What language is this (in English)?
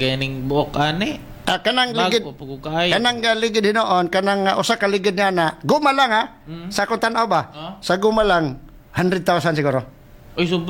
Cebuano